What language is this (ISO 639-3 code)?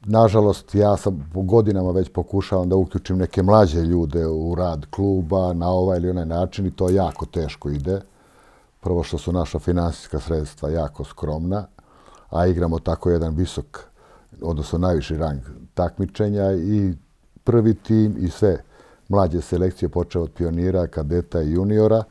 srp